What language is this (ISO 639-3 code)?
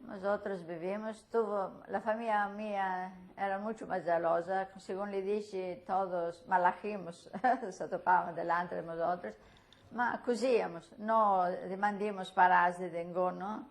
lad